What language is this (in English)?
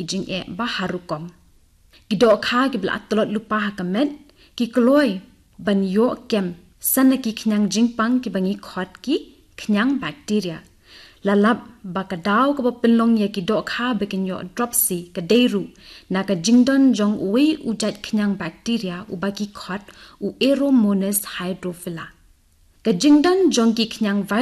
Khasi